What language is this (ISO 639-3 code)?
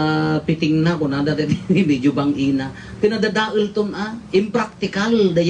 ilo